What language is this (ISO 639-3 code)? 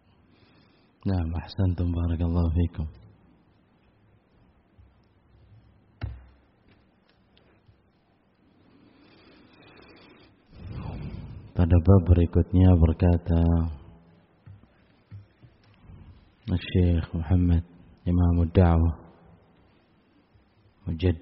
ind